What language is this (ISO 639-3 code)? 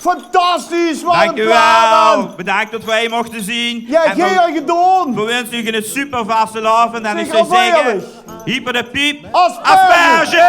lim